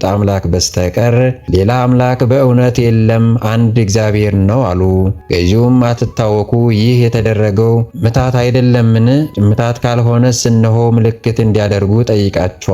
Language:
Amharic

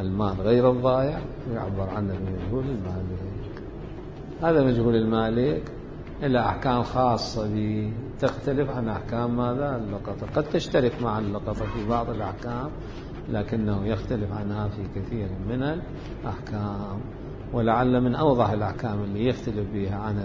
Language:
Mesopotamian Arabic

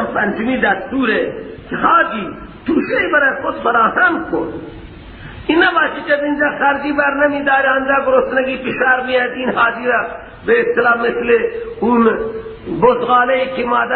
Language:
Persian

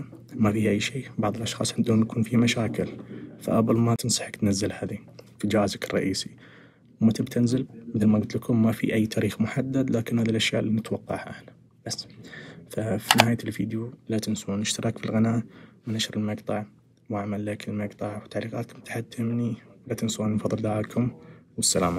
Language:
Najdi Arabic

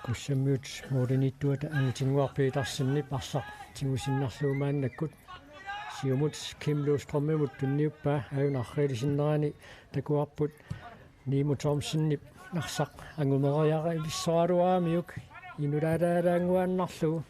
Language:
Kalaallisut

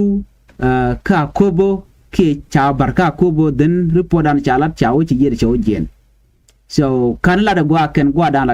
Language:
Nuer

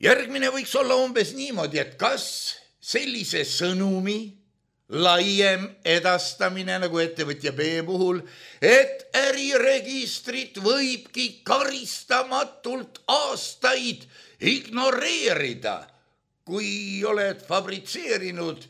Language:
Estonian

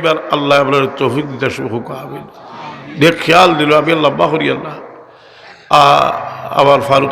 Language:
Sylheti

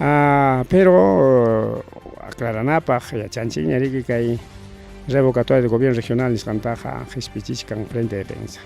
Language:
Ayacucho Quechua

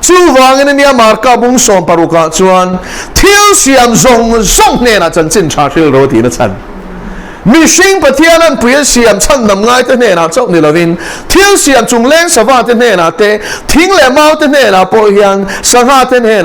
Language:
Mizo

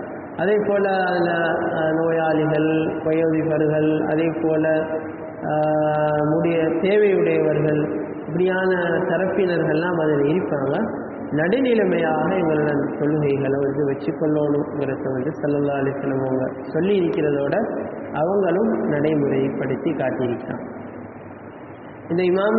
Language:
Tamil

